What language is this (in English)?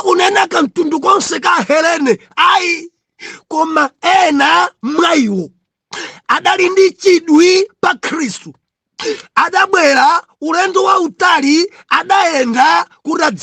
Nyanja